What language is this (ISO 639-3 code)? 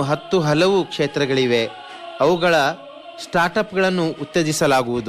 kan